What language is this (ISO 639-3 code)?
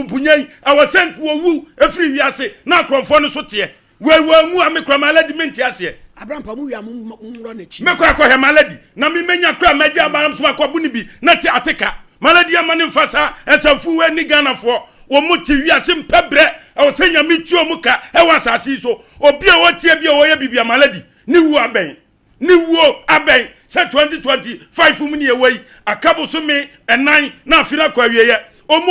aka